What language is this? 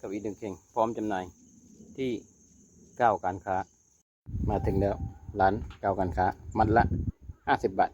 Lao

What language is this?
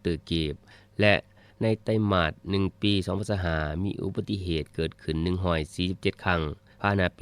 Lao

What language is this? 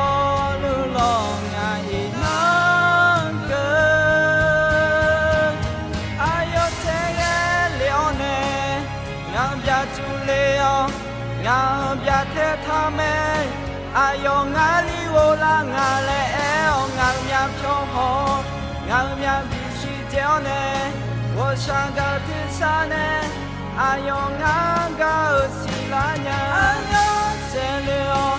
Akha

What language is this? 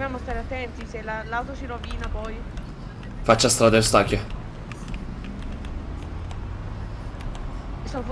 Italian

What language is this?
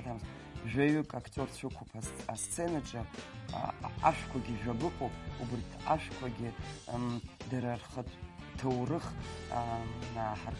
Abkhazian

